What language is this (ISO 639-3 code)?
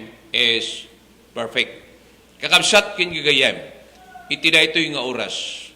ilo